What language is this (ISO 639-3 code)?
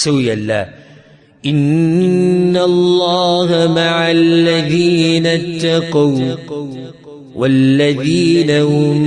pus